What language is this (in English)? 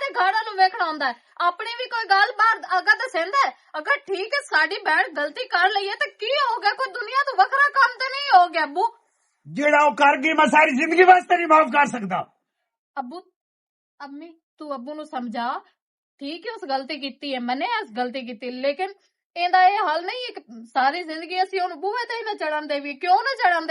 Western Panjabi